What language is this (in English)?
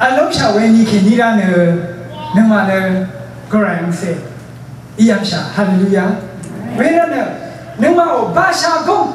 Rawang